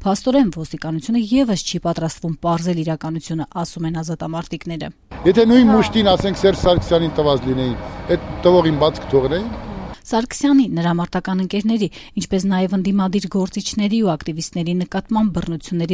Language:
Armenian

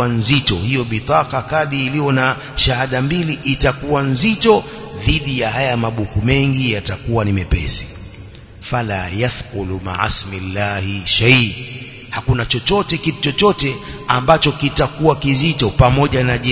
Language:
Swahili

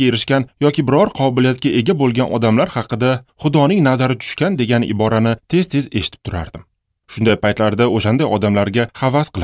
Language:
Uzbek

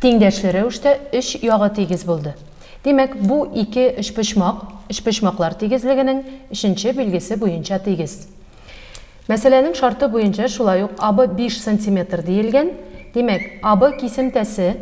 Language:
Tatar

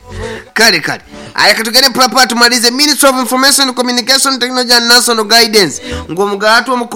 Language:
Nyoro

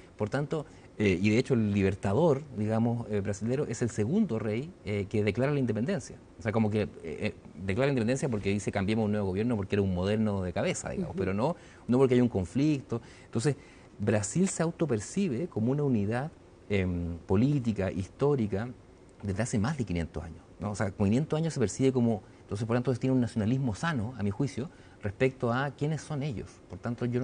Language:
Spanish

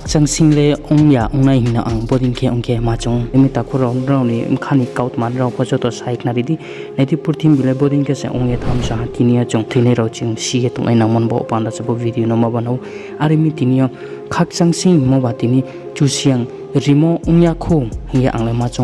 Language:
Riang (India)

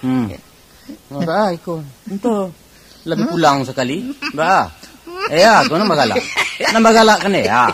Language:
Minangkabau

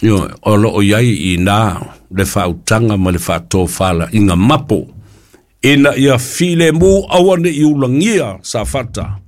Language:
Samoan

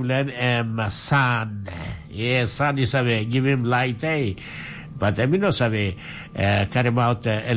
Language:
Tok Pisin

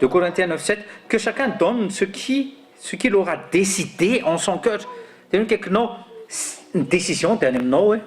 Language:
Malagasy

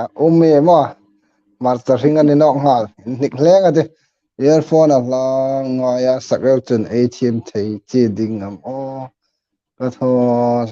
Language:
Hmar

